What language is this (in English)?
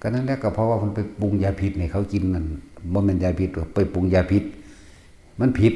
Northeastern Thai